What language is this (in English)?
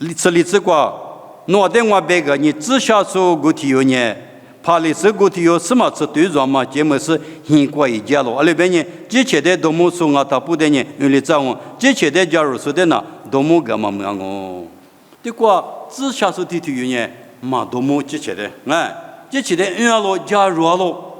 Lisu